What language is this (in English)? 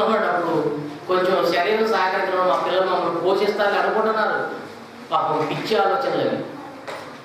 Telugu